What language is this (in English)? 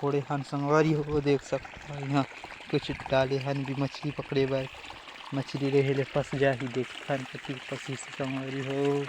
Chhattisgarhi